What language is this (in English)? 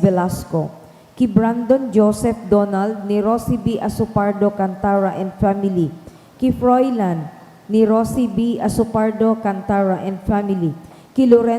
Bikol